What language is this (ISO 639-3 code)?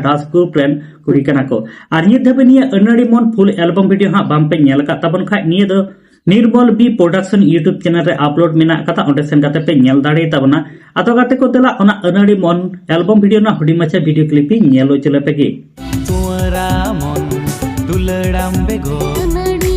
sat